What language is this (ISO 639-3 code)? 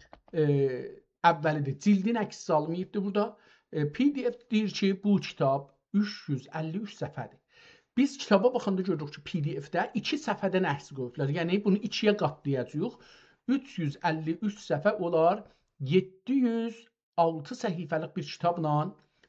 azb